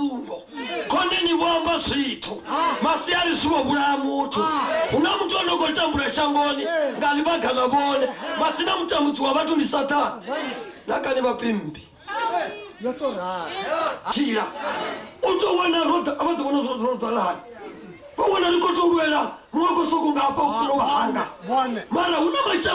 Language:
Venda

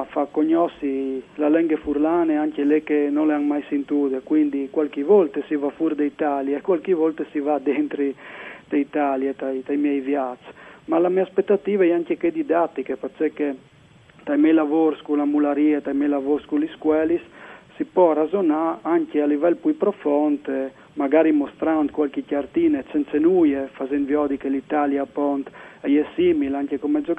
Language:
Friulian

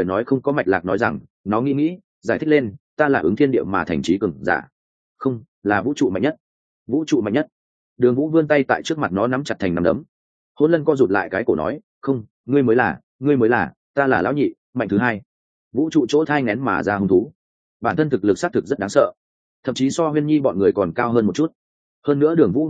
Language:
Vietnamese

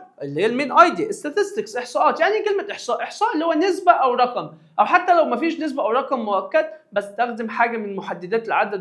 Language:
Egyptian Arabic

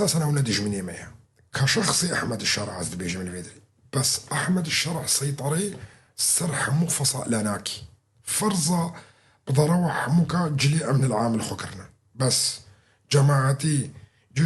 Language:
Kurdish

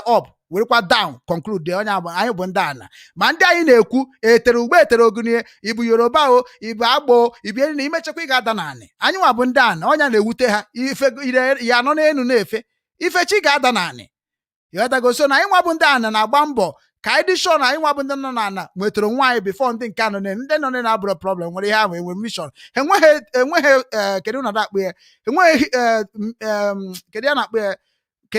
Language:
Igbo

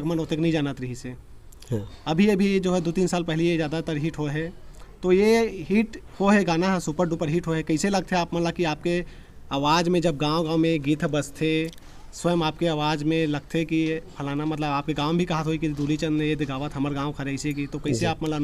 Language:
Chhattisgarhi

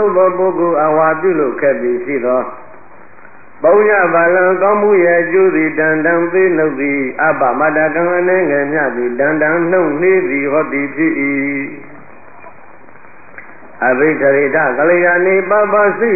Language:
Burmese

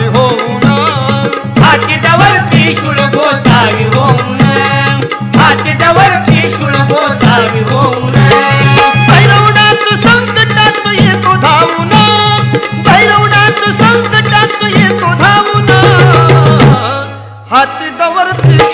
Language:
Marathi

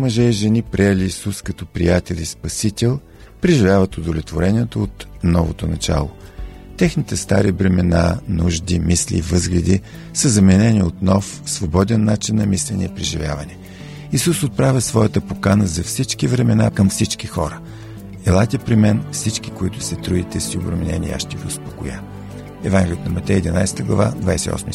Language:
Bulgarian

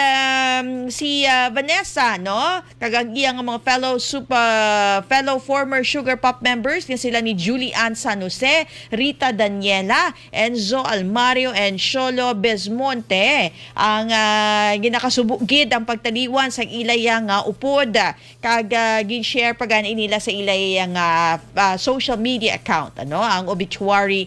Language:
Hiligaynon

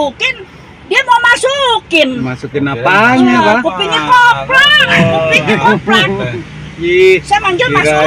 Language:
Betawi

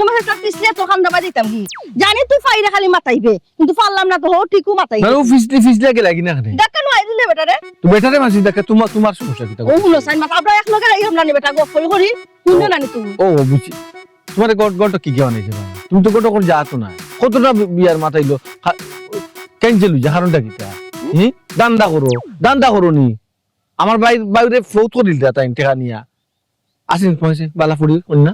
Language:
Sylheti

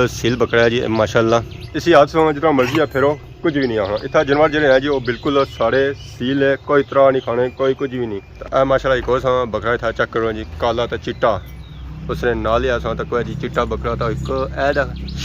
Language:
Pahari-Potwari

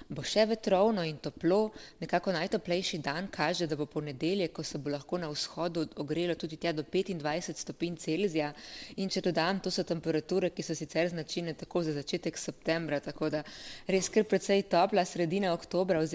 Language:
Slovenian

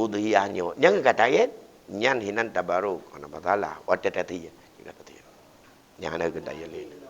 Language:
Achinese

